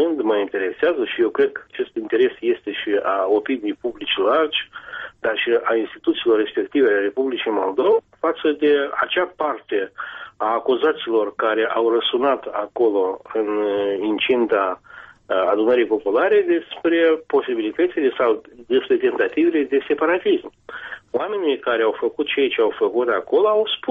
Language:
Romanian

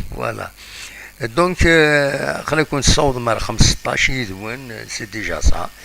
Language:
Kabyle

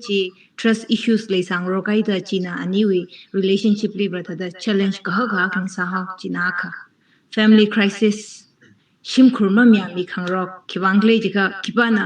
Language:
Tangkhul Naga (India)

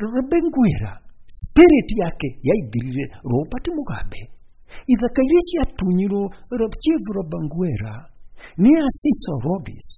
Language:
Kikuyu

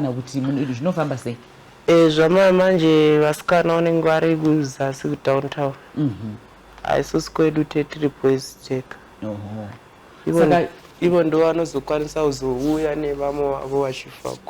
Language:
Shona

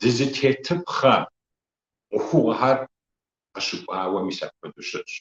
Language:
Kabardian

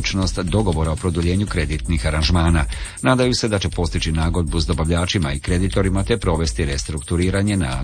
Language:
Croatian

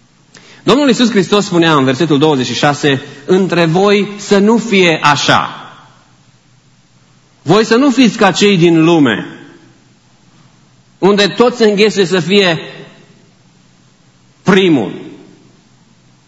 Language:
Romanian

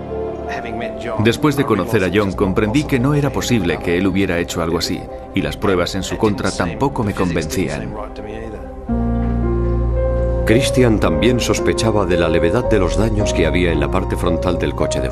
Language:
Spanish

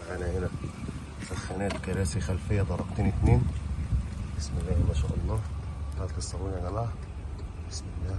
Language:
Egyptian Arabic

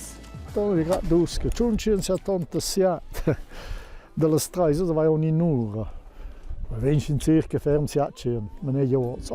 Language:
Romansh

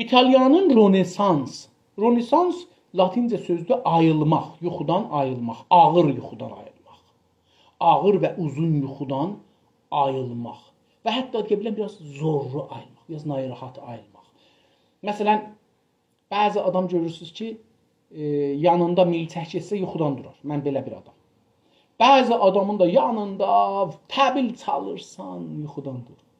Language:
South Azerbaijani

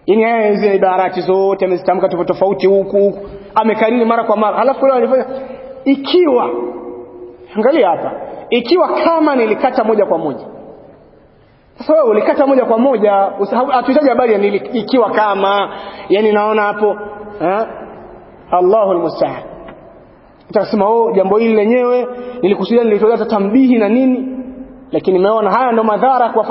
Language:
Swahili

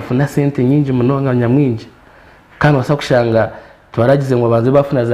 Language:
Nyankole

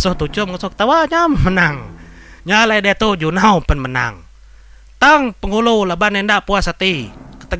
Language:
Iban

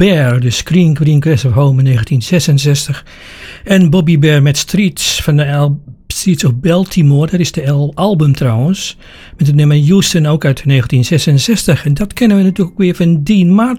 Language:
Dutch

